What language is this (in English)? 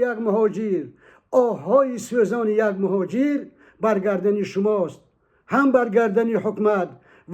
Tajik